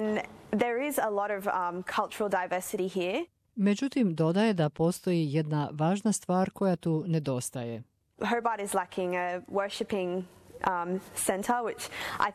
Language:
Croatian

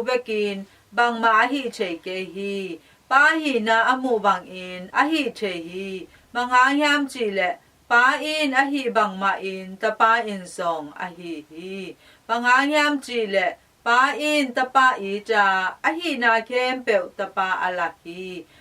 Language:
Tedim Chin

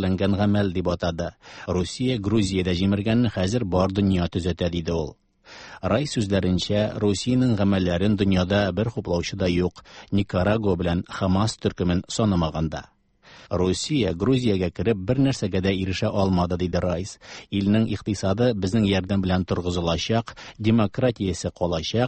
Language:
Tatar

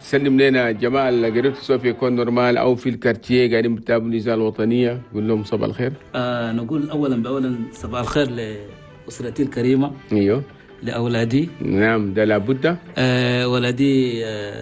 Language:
Chadian Arabic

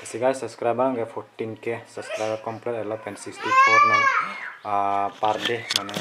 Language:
Karbi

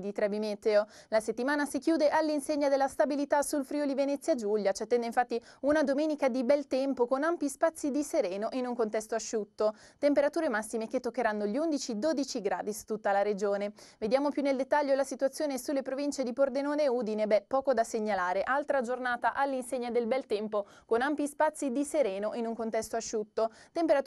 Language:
Italian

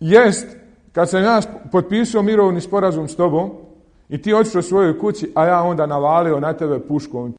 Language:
Bosnian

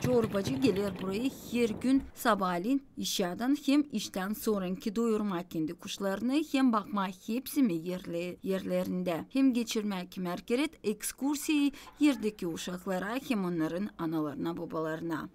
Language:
Gagauz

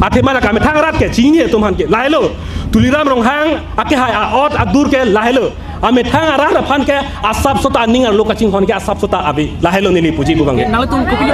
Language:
Karbi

